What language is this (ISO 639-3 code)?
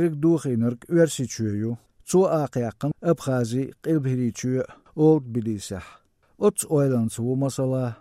che